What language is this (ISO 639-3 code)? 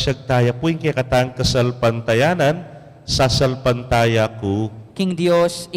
pam